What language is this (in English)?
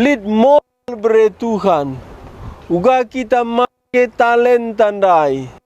Batak Karo